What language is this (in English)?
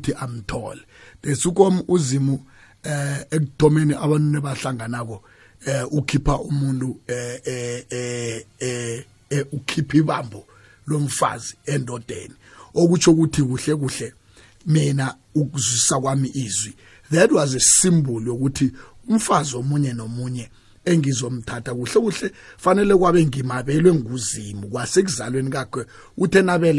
South Ndebele